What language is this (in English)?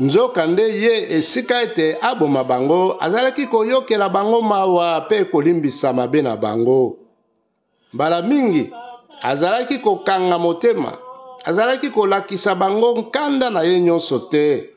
Lingala